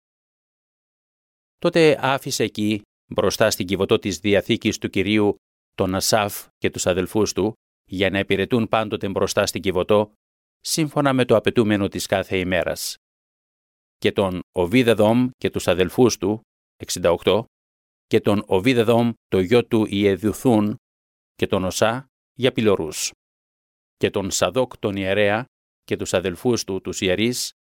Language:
Greek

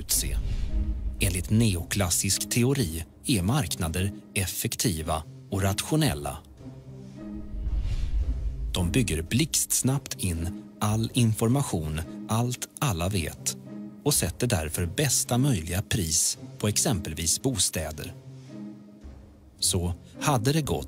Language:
Swedish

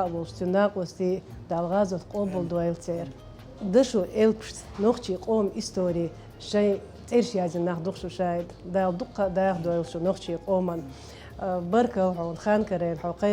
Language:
Chechen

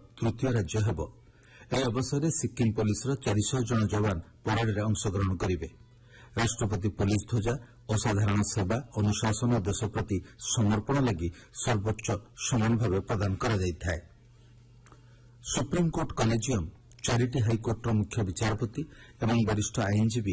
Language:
Odia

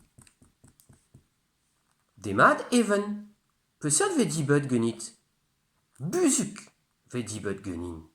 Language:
Breton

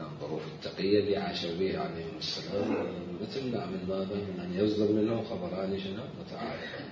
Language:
Mesopotamian Arabic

